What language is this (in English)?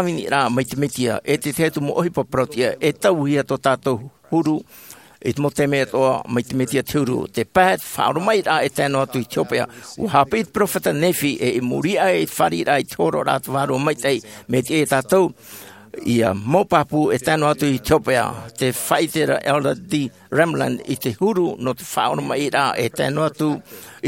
Tahitian